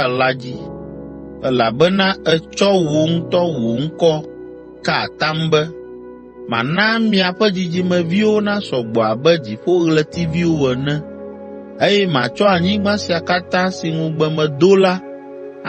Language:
Ewe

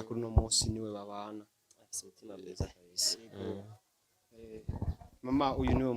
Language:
Rundi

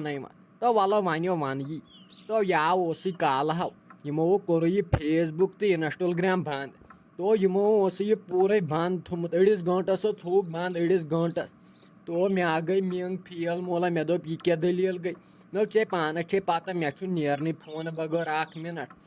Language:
Kashmiri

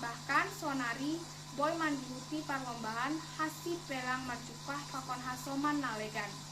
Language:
Batak Simalungun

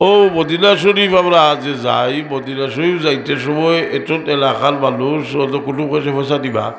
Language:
Sylheti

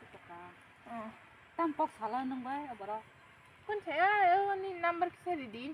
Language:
Kok Borok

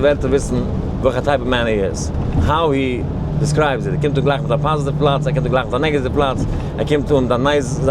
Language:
Yiddish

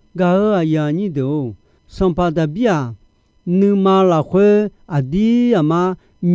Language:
Akha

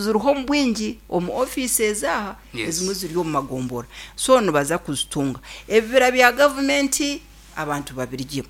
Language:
Nyankole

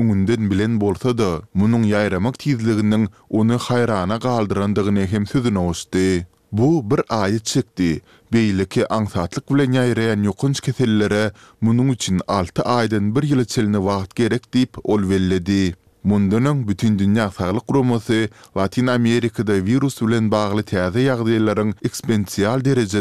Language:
Turkmen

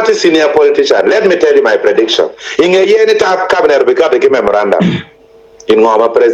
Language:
Acoli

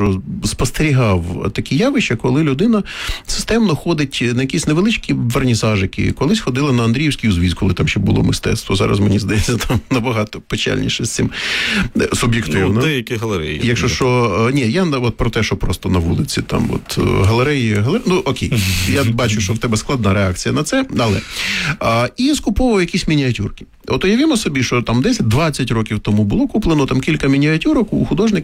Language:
Ukrainian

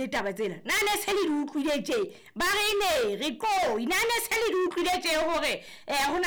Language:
Southern Sotho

